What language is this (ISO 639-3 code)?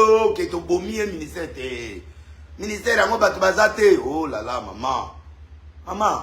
lin